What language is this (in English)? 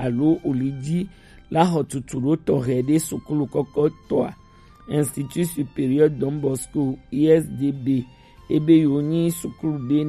Gen